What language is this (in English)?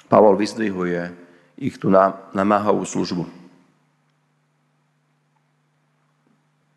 Slovak